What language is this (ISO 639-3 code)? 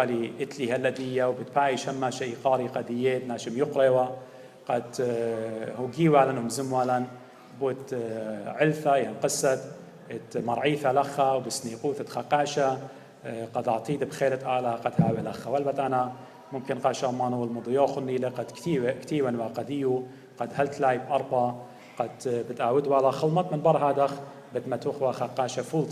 aii